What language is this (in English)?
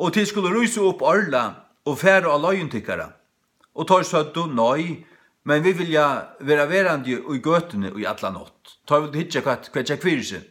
Faroese